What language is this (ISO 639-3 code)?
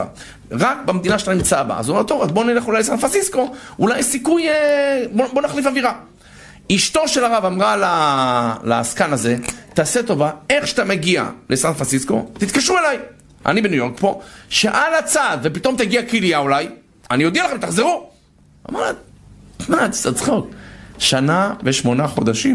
heb